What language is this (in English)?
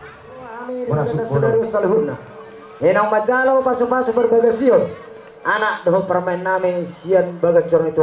Batak Toba